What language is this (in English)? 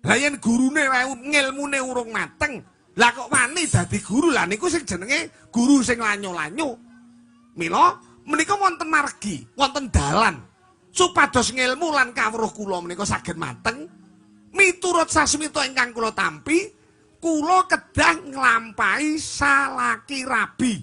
Javanese